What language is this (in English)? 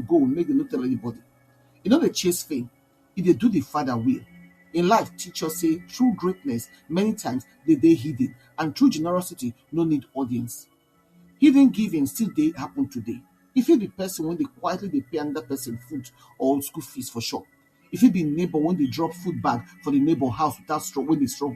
Nigerian Pidgin